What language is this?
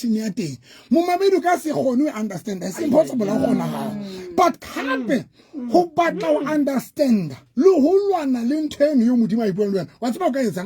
Southern Sotho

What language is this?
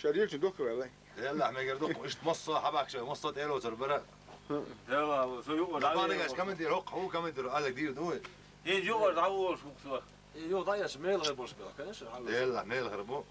Chechen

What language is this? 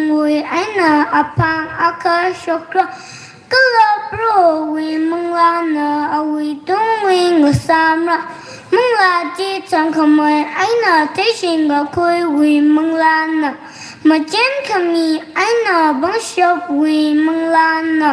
Tangkhul Naga (India)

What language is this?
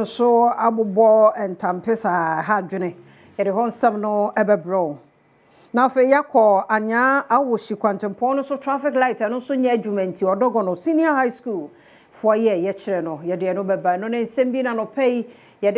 Akan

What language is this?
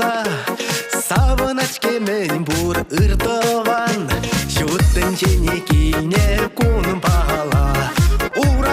Chuvash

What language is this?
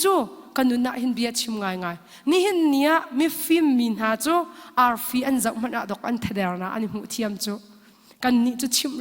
Hakha Chin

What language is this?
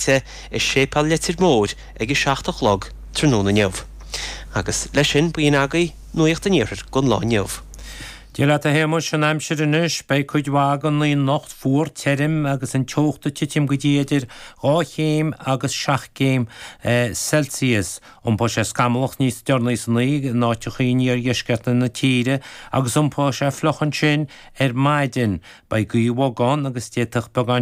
Irish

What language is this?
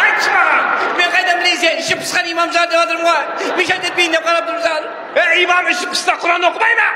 Kazakh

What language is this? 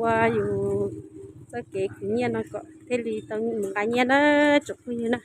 Hmong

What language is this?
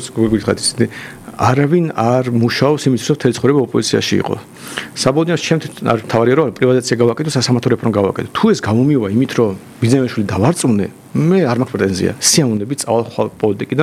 Georgian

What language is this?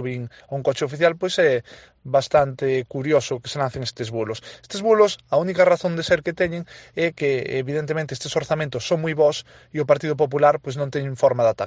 Galician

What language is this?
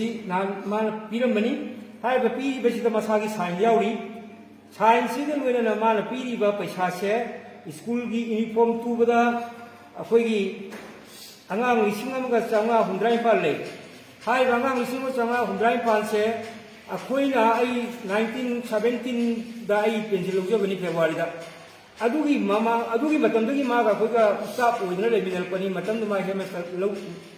Manipuri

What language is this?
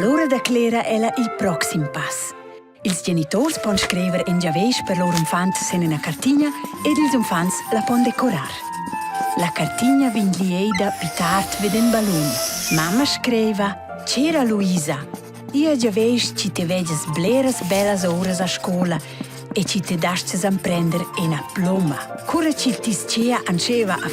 Romansh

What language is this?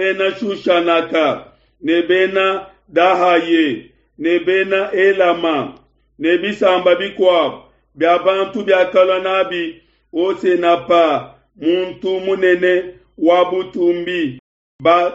Luba-Lulua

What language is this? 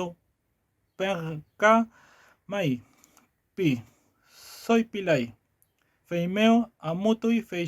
Mapuche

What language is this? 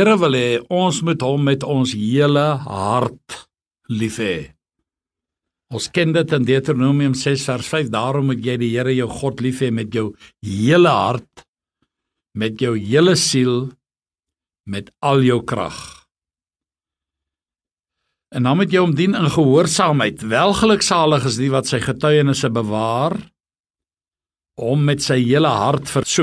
Afrikaans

